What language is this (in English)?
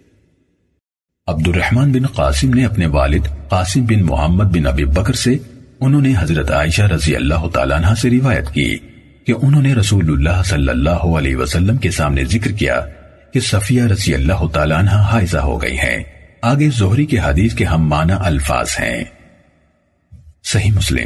Urdu